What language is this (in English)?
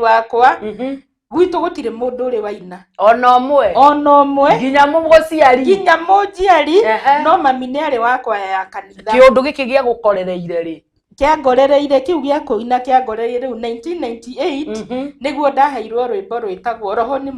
Kikuyu